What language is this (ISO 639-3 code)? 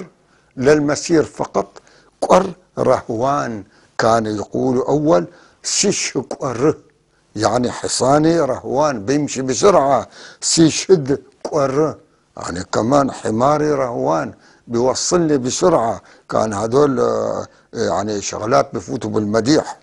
apc